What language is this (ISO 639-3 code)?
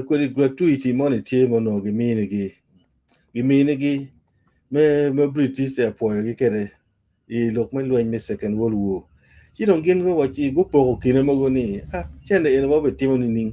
ach